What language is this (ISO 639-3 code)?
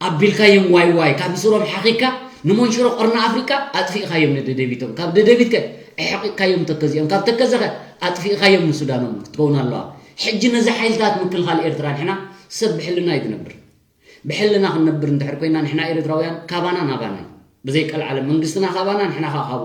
tir